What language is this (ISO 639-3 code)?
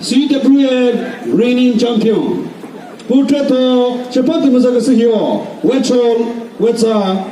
nri